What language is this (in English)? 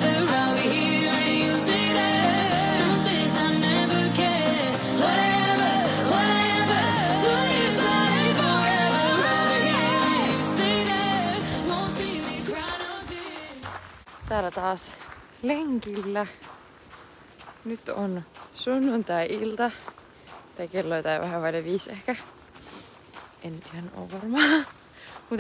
Finnish